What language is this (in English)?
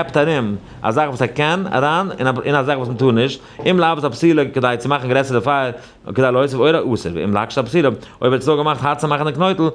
Yiddish